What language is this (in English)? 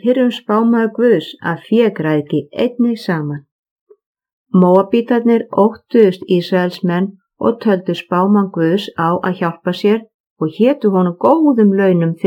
Icelandic